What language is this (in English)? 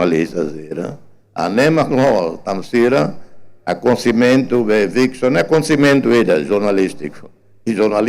Tetum